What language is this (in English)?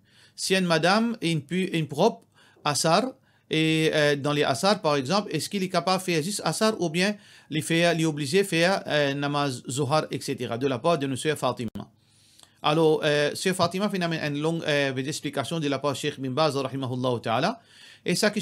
Morisyen